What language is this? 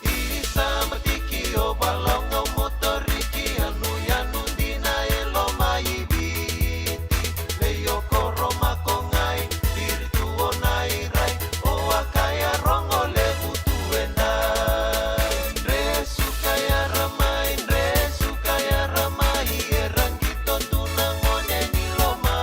Fijian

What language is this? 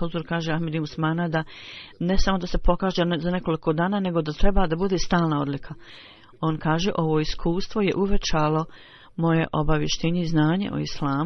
Bosnian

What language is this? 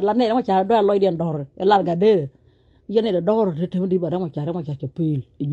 Nuer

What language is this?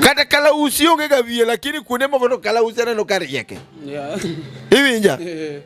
Luo (Kenya and Tanzania)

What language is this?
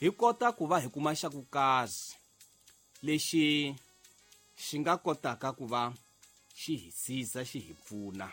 Tsonga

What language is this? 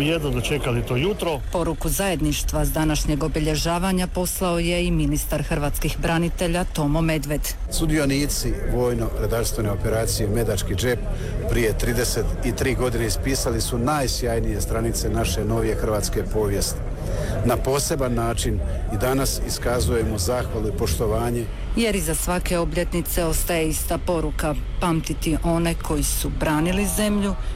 Croatian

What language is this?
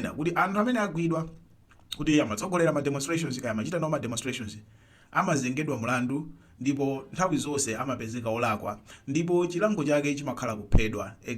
Nyanja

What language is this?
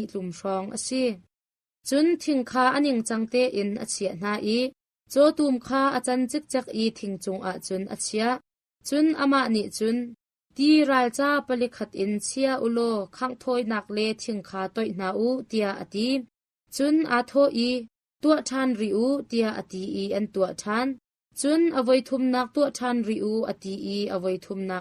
Hakha Chin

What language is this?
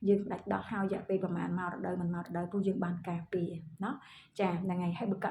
Khmer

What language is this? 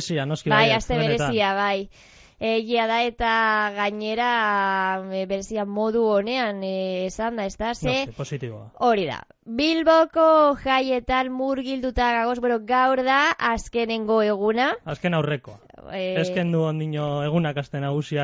Basque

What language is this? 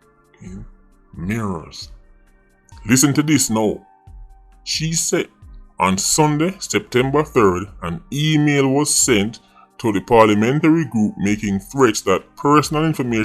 Jamaican Creole English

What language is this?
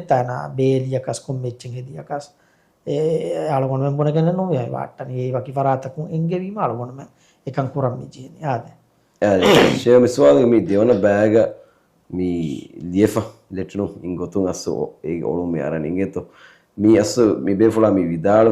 Divehi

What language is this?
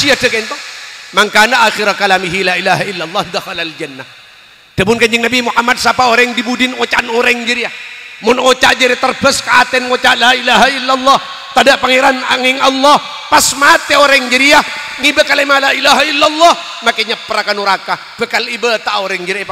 Madurese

